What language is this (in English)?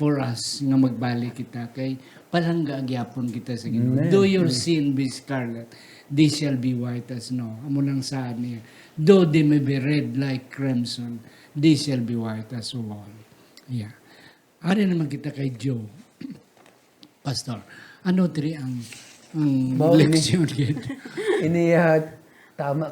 Hiligaynon